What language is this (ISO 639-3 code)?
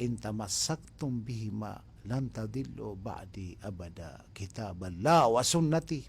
mrw